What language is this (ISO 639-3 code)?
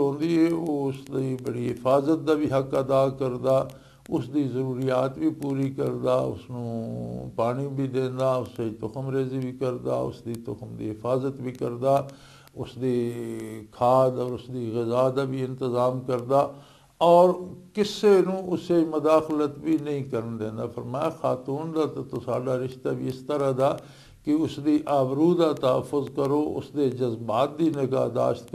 lah